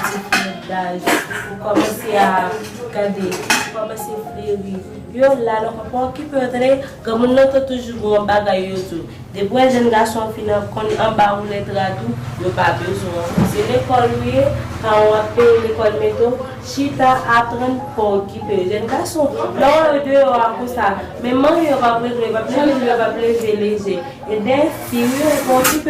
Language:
Haitian Creole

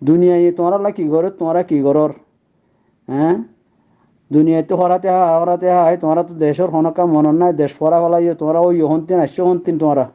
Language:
Rohingya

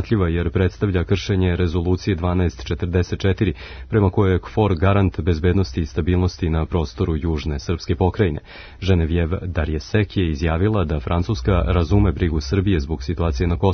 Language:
Serbian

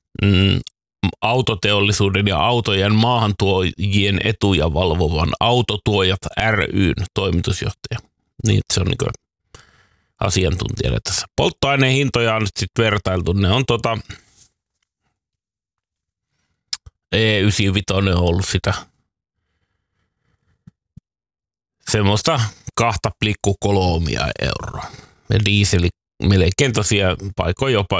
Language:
Finnish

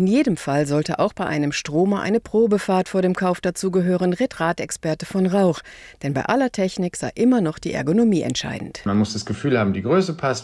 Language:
German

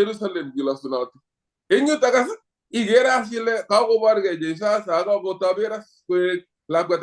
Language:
Kalenjin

